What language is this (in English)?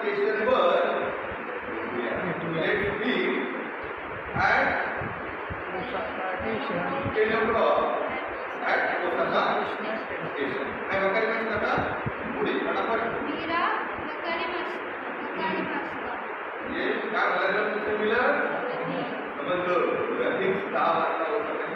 Marathi